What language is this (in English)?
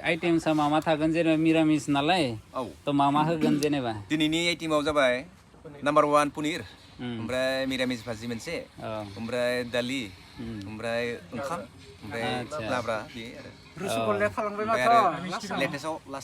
Bodo